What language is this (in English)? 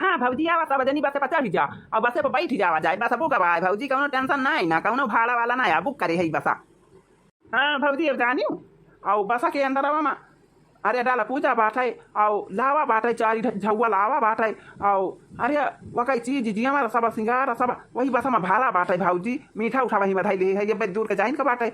Awadhi